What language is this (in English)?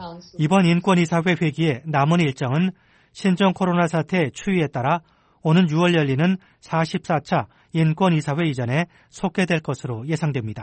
Korean